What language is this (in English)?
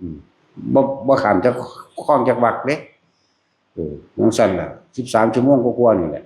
Northeastern Thai